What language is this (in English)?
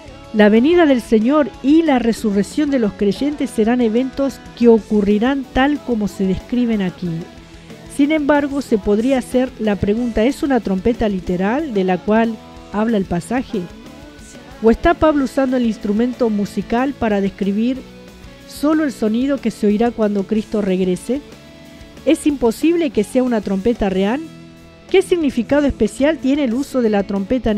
Spanish